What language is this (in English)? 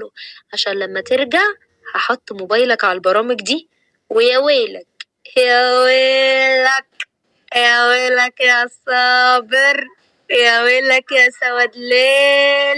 Egyptian Arabic